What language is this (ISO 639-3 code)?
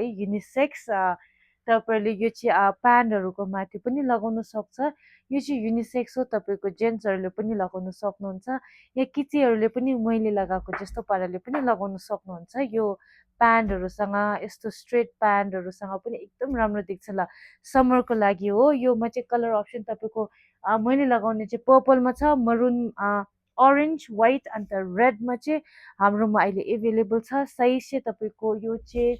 nep